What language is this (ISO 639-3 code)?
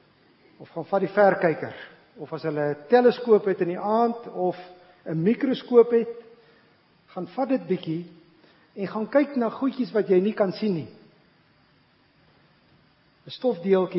afr